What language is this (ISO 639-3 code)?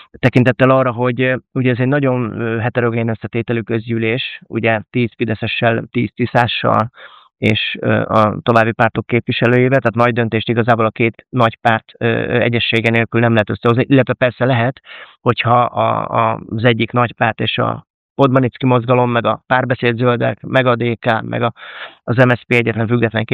hun